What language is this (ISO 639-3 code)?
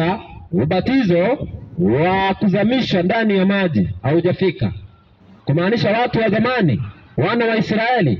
swa